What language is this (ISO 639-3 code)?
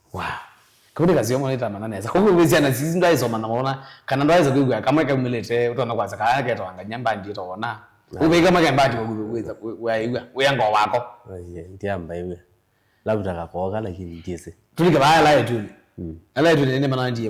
kam